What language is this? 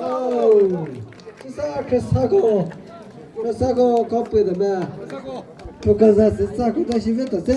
Chokri Naga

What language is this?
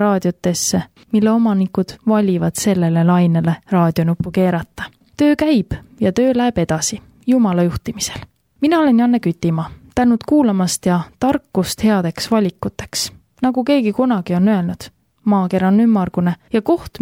Estonian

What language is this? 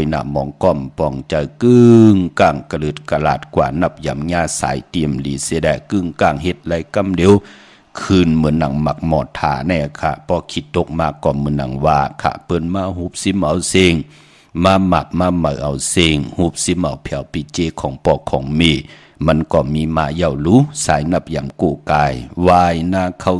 Shan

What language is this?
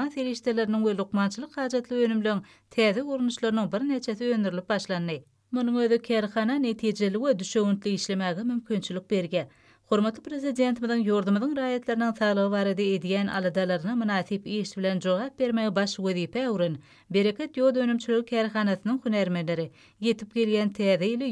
Turkmen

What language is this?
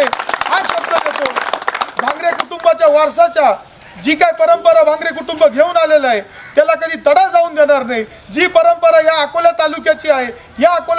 Marathi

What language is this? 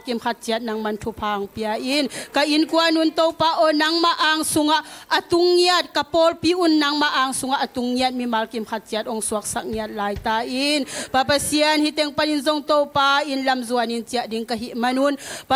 Tedim Chin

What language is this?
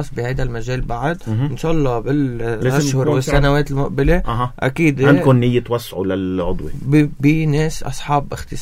North Levantine Arabic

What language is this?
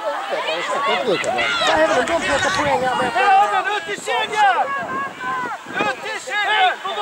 Swedish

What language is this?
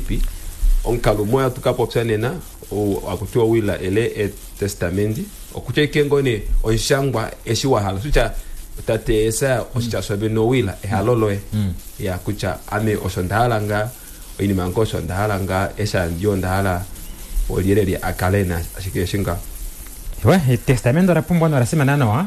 Kuanyama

